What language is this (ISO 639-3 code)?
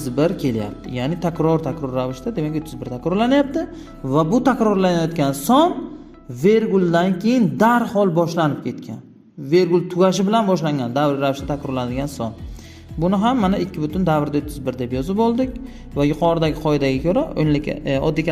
uzb